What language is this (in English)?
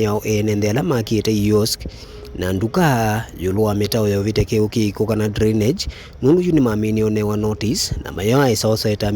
Kamba